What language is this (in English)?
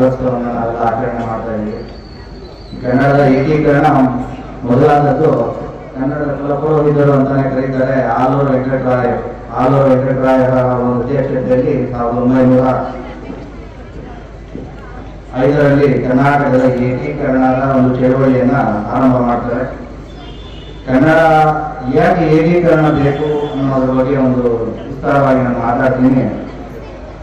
Kannada